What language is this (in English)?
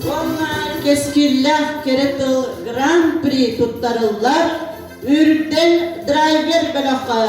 Yakut